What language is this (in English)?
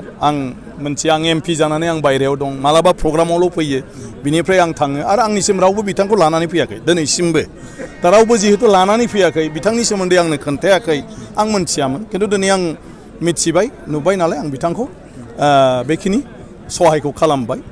Bodo